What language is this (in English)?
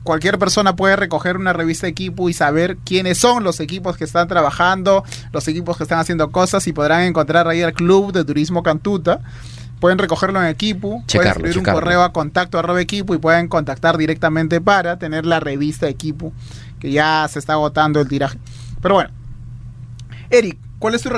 Spanish